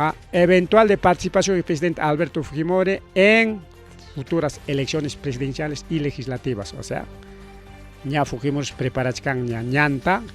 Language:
Ayacucho Quechua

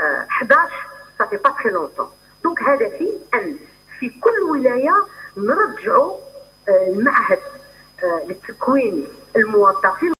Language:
Algerian Arabic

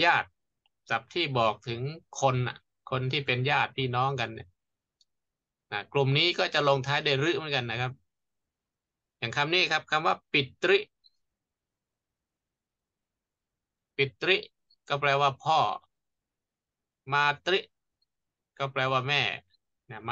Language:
Thai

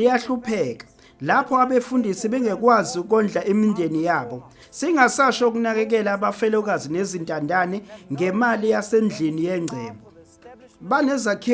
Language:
Zulu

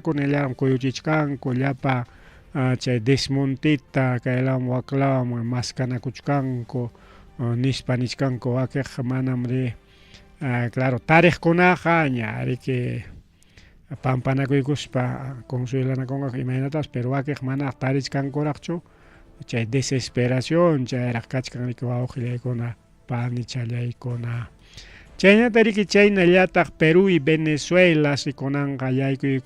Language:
Ayacucho Quechua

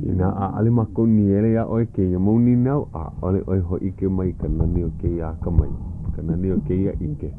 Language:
Hawaiian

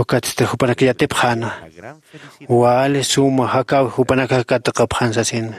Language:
Aymara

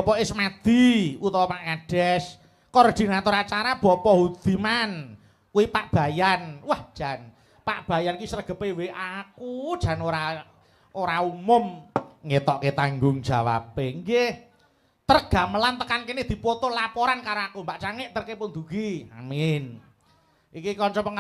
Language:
Javanese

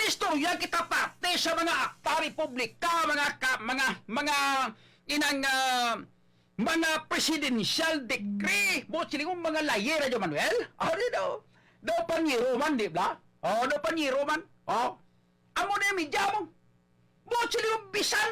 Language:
Hiligaynon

